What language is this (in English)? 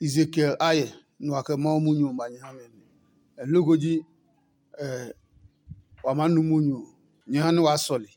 Adangme